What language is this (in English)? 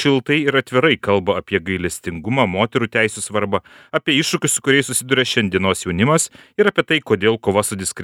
Lithuanian